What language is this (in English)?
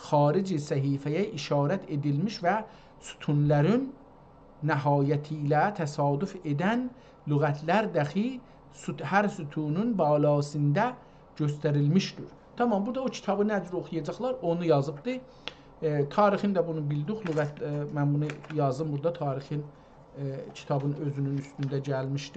South Azerbaijani